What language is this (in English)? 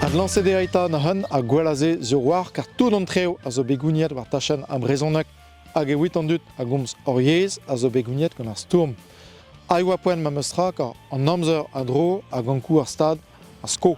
Breton